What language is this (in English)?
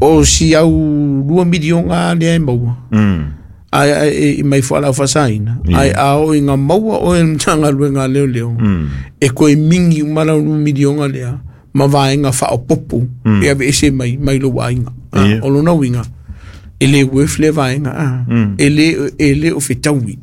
Samoan